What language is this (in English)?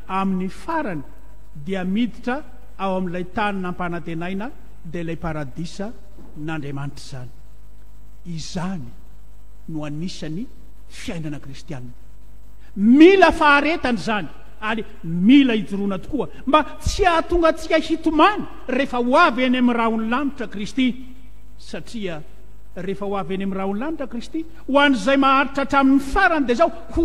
Malagasy